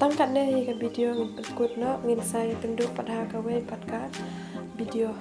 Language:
Khasi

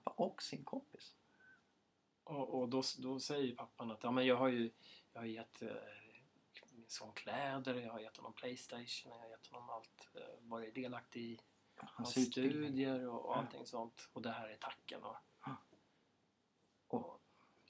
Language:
Swedish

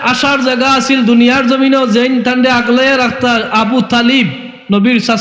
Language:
Sylheti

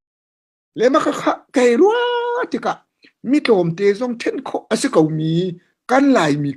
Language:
Hakha Chin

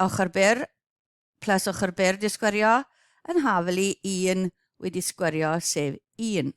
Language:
Welsh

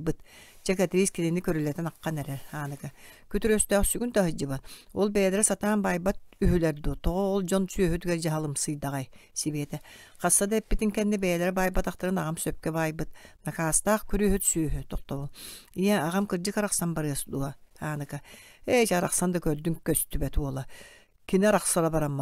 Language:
Yakut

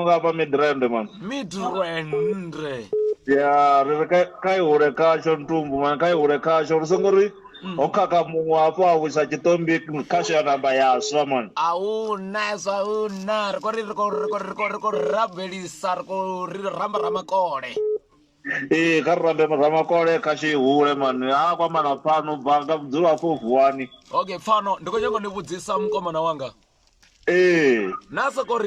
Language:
Venda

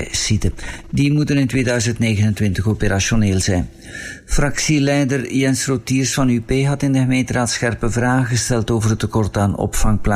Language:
Dutch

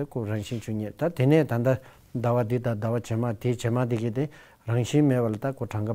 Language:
Tibetan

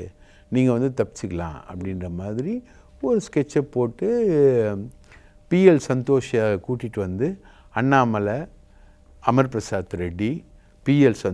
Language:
Tamil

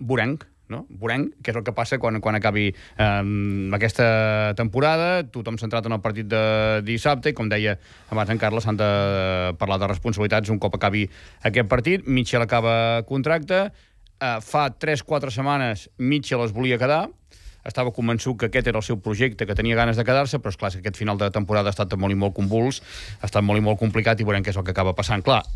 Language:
Catalan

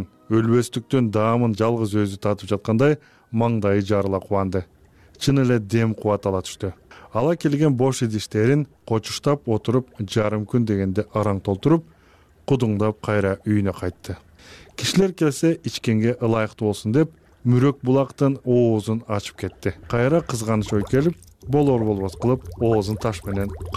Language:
Kyrgyz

